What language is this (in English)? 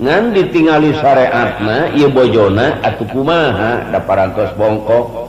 Sundanese